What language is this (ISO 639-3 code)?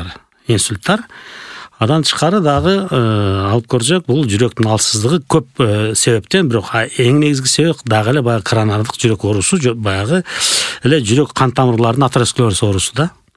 kir